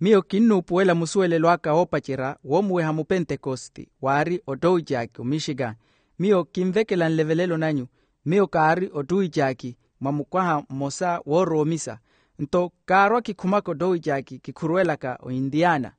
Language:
Makhuwa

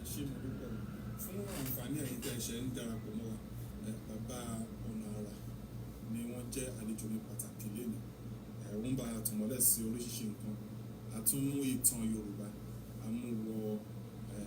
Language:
Yoruba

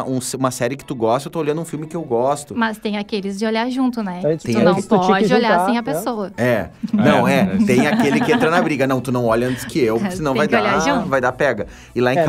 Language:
Portuguese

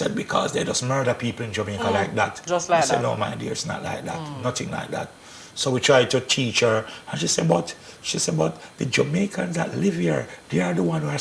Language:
Jamaican Creole English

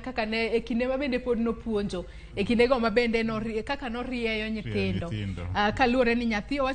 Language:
Luo (Kenya and Tanzania)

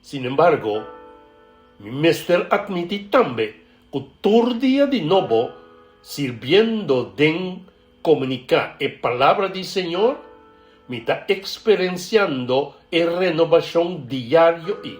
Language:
Papiamento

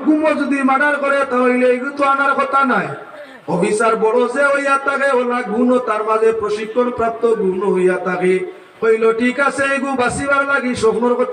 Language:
Sylheti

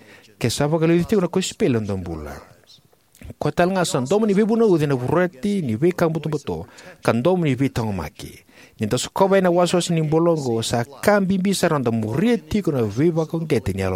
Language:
Fijian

